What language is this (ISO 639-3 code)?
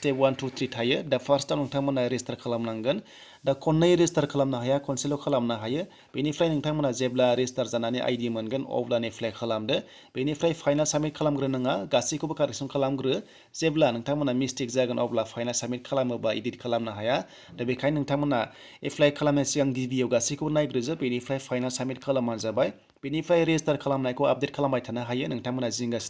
brx